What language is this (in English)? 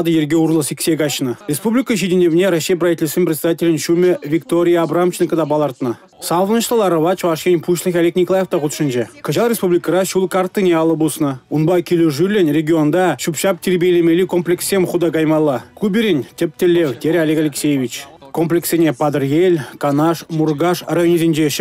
Chuvash